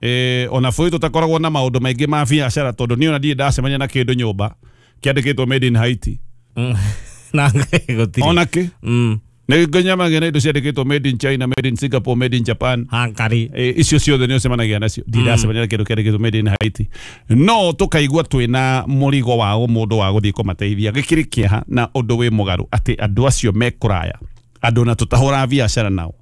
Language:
Kikuyu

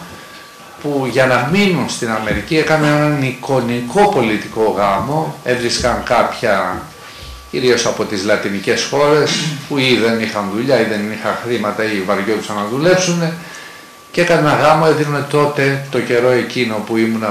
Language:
Greek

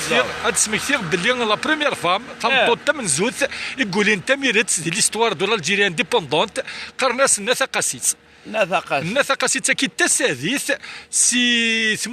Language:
Kabyle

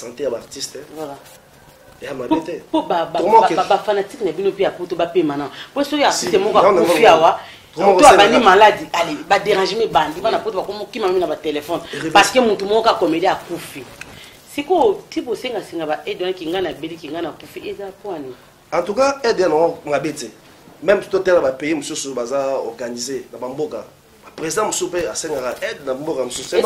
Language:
Lingala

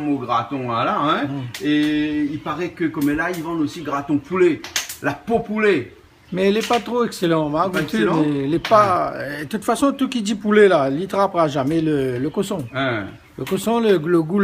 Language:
Réunion Creole French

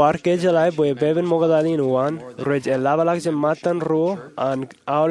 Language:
Marshallese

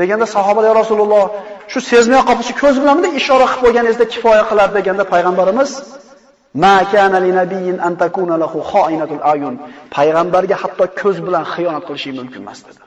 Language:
Uzbek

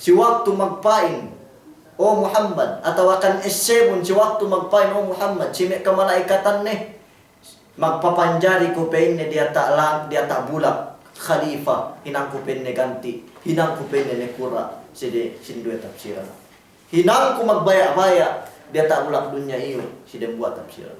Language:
Yakan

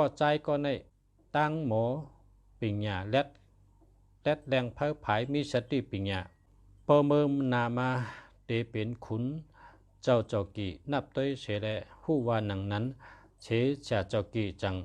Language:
Shan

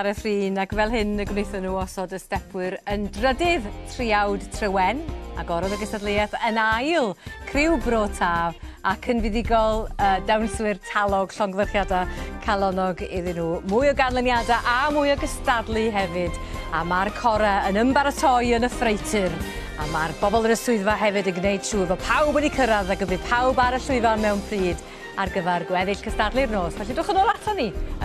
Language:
Welsh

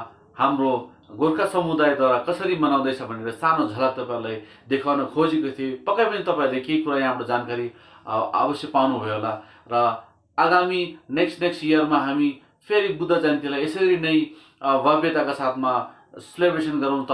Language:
Nepali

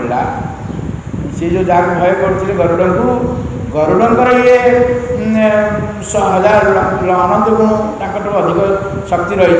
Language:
Odia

